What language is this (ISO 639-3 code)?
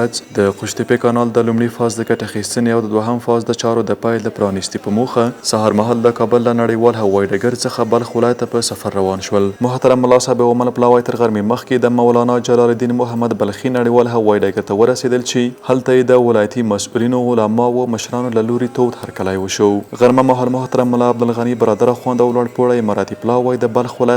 pus